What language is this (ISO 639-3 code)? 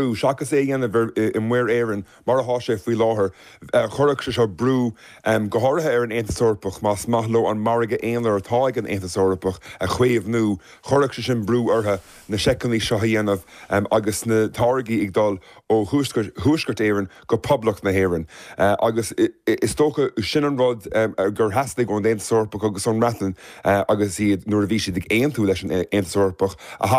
gle